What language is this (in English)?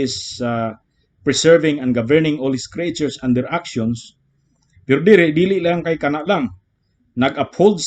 Cebuano